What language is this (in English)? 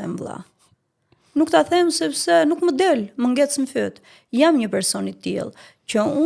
Albanian